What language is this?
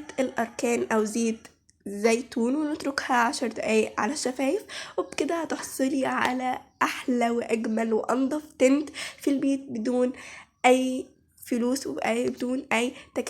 Egyptian Arabic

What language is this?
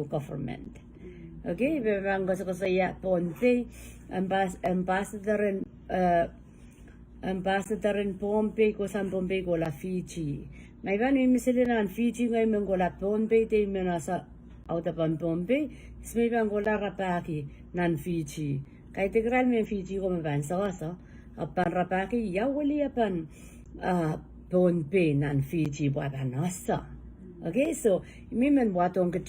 Pohnpeian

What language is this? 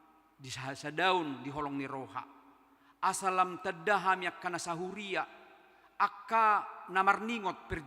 Batak Toba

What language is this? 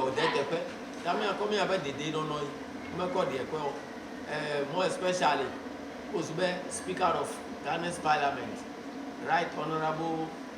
Ewe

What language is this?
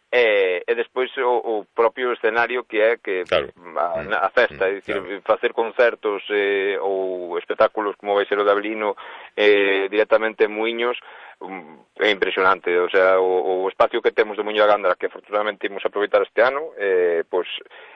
Galician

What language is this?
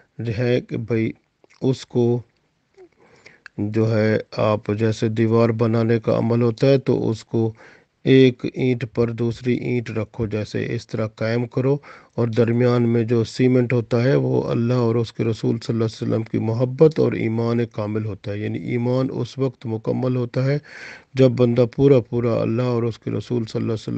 Urdu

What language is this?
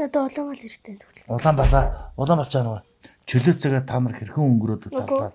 Mongolian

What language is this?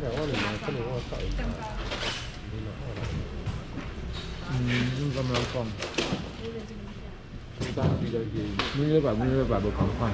Chinese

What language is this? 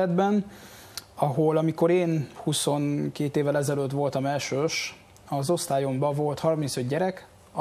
Hungarian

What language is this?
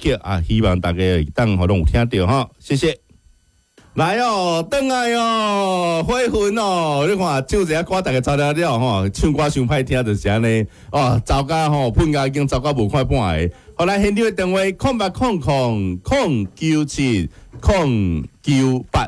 Min Nan Chinese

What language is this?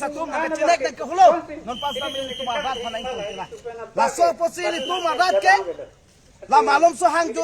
Karbi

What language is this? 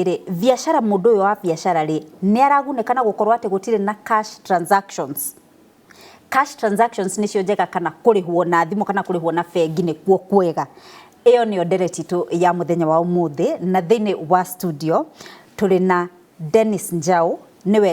Kikuyu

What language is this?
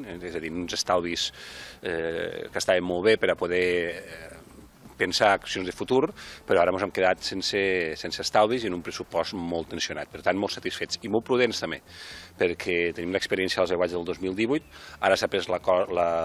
Catalan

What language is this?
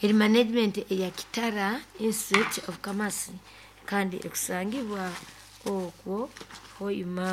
Nyoro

